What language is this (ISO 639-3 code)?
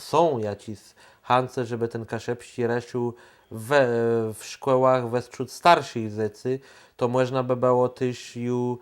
csb